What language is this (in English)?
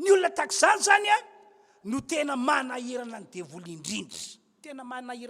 Malagasy